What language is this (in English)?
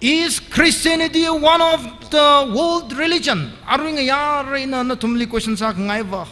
Tangkhul Naga (India)